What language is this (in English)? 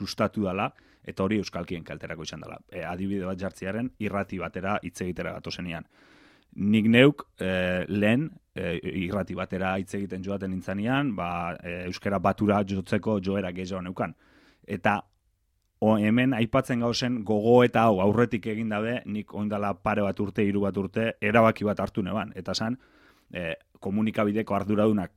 Basque